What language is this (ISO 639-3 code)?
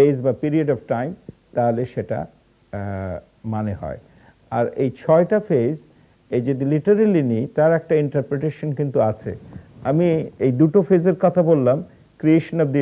ben